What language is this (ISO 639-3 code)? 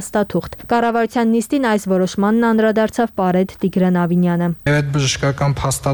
hye